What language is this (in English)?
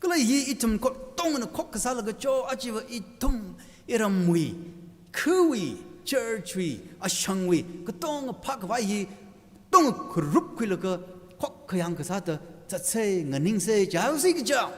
Tangkhul Naga (India)